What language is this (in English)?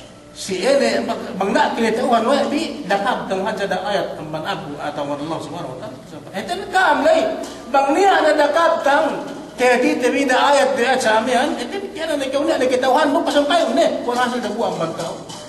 Yakan